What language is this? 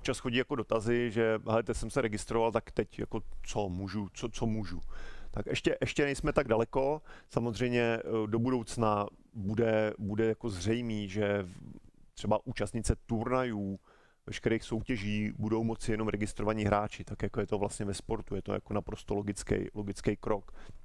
Czech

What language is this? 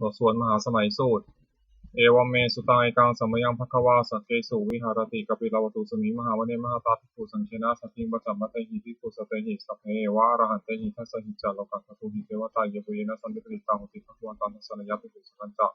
Pali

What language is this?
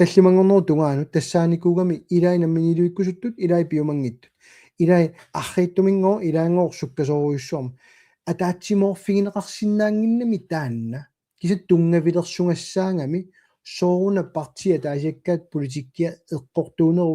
Kalaallisut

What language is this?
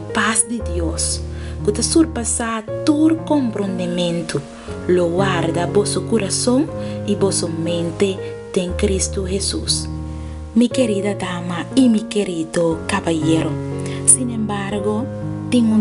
Papiamento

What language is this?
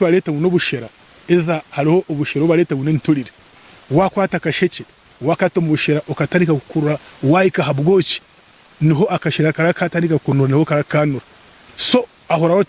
Nyankole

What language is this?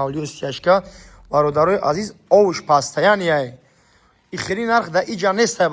Tajik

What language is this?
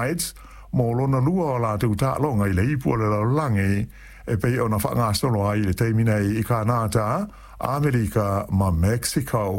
Samoan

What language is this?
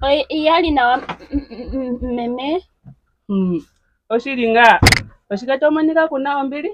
Ndonga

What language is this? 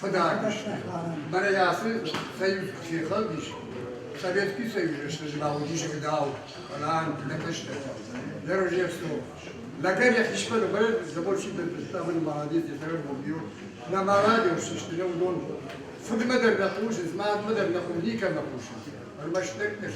Ossetic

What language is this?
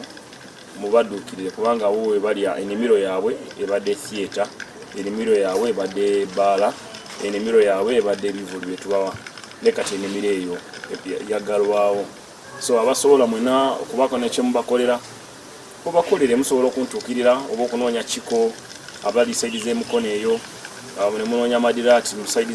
Ganda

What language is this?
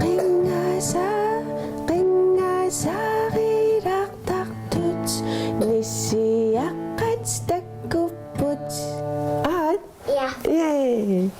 Kalaallisut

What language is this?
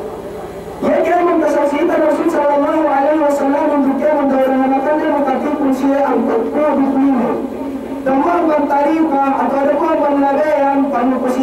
Yakan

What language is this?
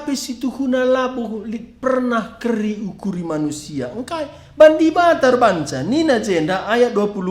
Batak Karo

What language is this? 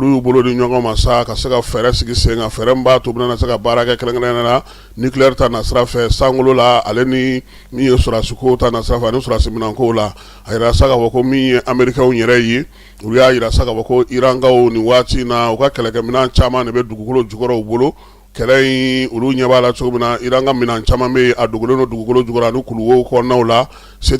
Bambara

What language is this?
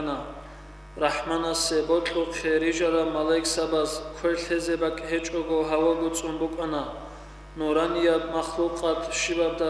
Avaric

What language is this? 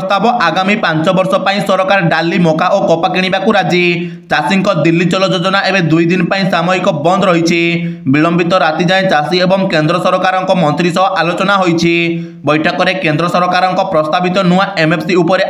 Odia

